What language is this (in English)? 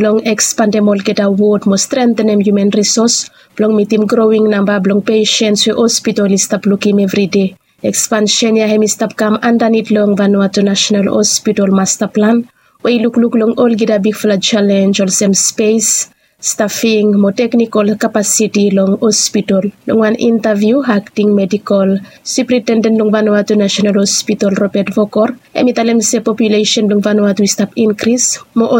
Bislama